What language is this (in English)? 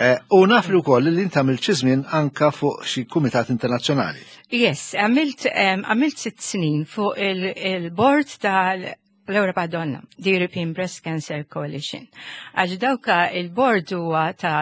Maltese